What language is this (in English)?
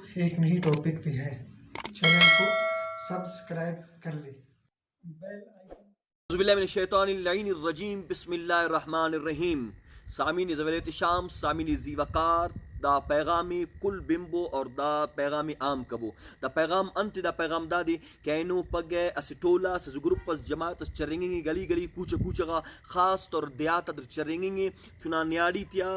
Brahui